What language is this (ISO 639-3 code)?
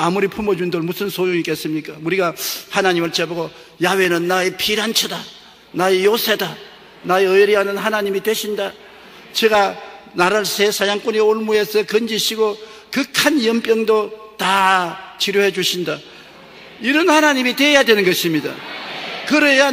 kor